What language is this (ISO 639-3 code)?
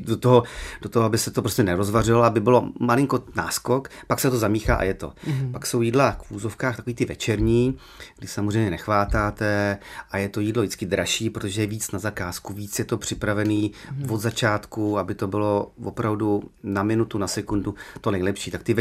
ces